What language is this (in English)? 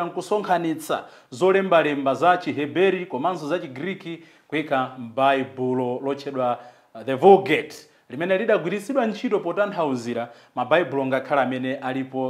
Nyanja